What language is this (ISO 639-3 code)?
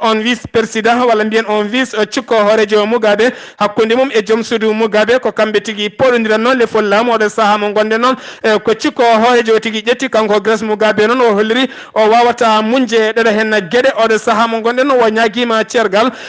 ful